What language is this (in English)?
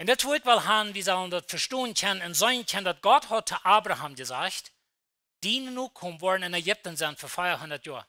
Plautdietsch